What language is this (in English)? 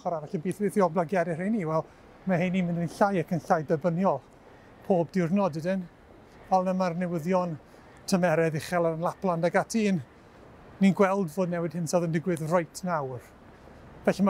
Welsh